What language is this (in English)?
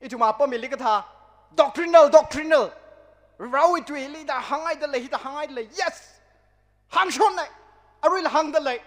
Tangkhul Naga (India)